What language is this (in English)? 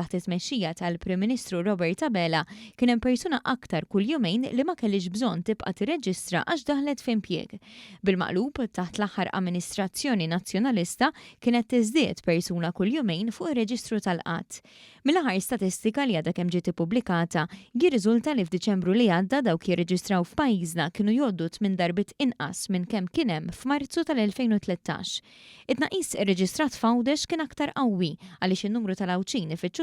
Maltese